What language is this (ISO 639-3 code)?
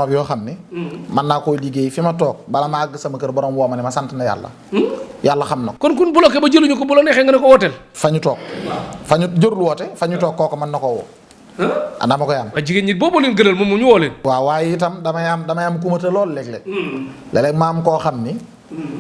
wol